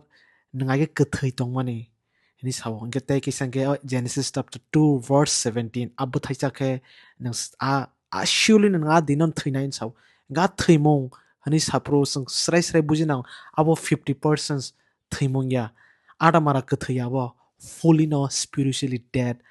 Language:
Kok Borok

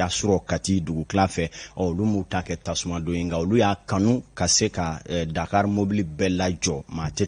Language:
Bambara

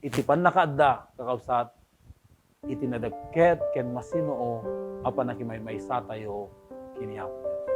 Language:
Iloko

